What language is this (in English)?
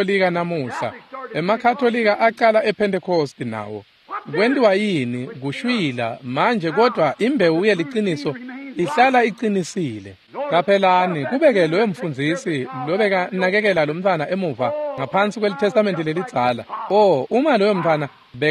Swati